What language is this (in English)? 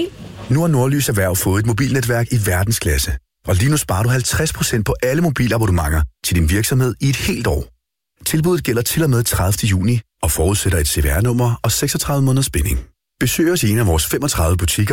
Danish